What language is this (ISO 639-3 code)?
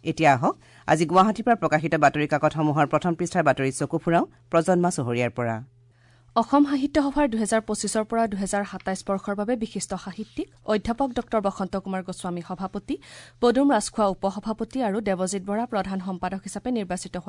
asm